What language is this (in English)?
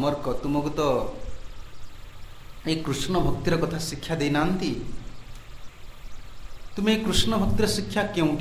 Odia